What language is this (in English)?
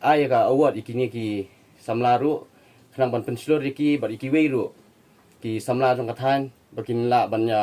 Khasi